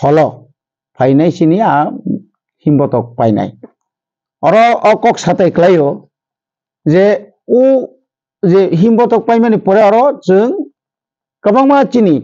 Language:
Kok Borok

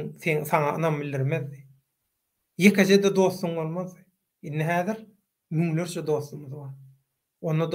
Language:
Turkmen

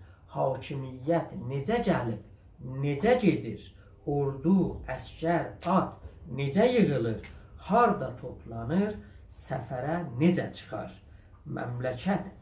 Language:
South Azerbaijani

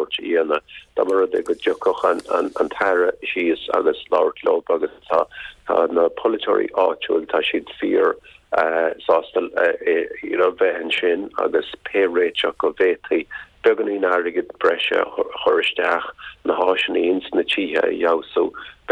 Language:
Irish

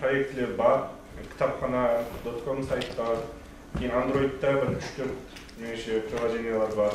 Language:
Kara-Kalpak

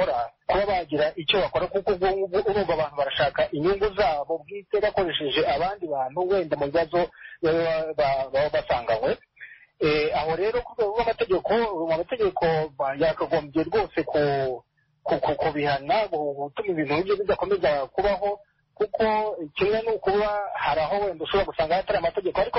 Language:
Kinyarwanda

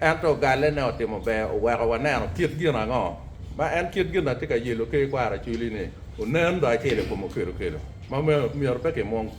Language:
Acoli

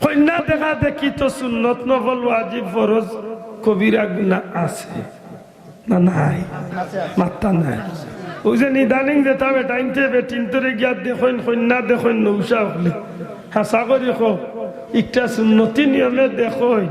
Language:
Sylheti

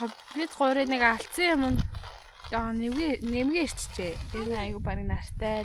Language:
Mongolian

